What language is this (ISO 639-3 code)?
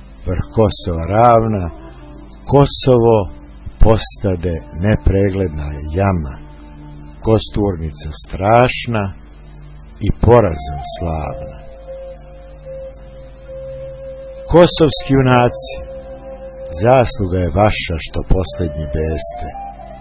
srp